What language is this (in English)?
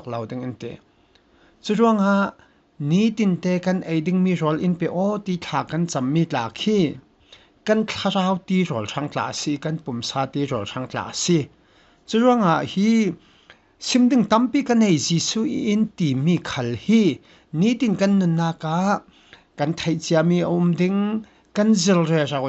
Falam Chin